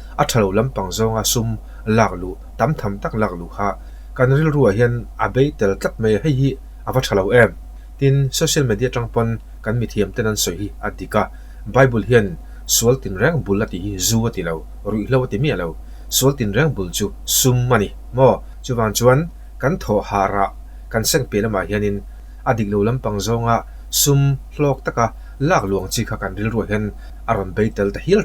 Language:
Mizo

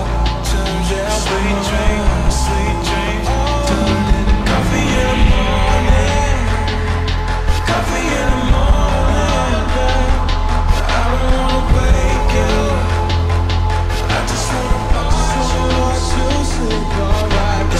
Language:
English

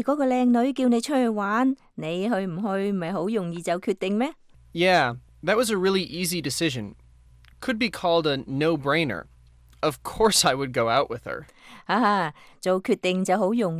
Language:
Cantonese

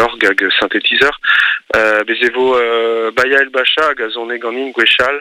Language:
Breton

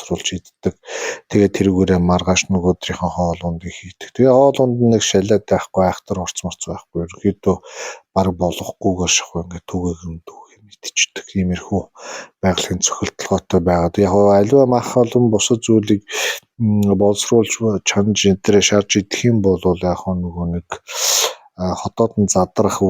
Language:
Mongolian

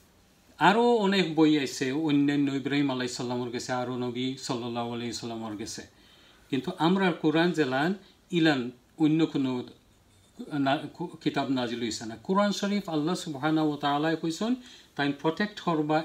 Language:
Sylheti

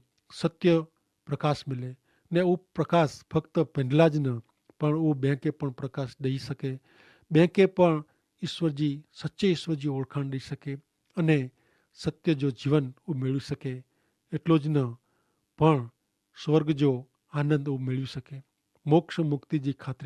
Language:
Kachhi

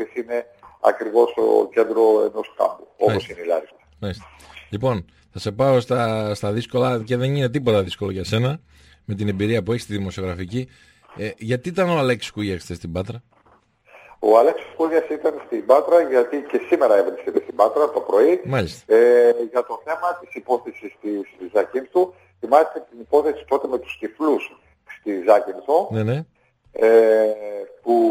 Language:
Greek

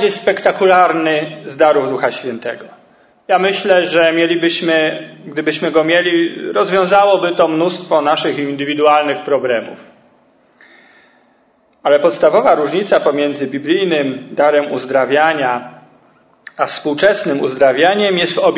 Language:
Polish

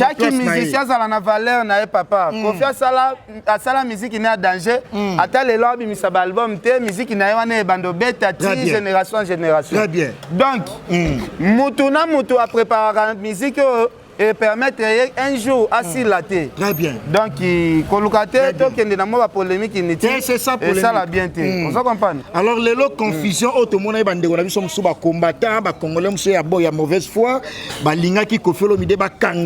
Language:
Lingala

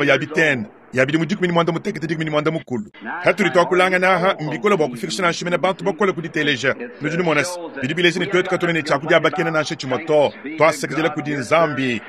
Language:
Luba-Lulua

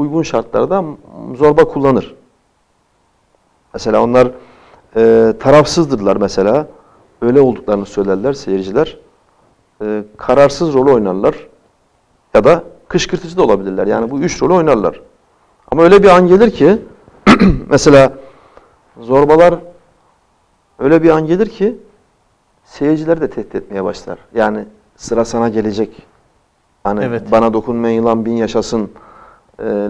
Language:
Turkish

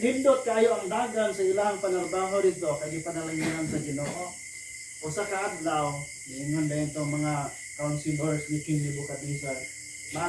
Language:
Cebuano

